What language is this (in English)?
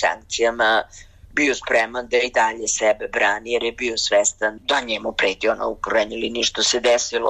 Serbian